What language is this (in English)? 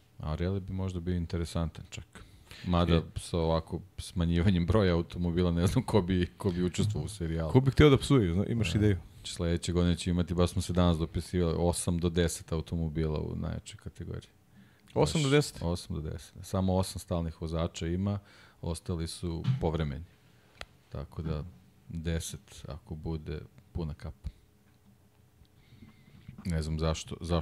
Serbian